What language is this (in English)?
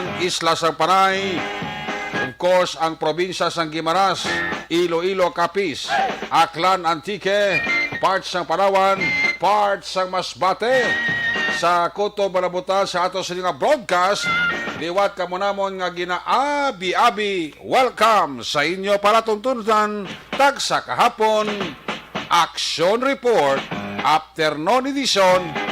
Hiligaynon